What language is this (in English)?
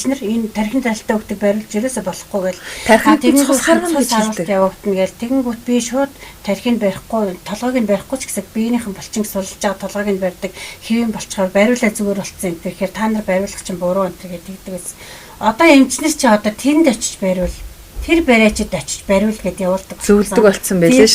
Mongolian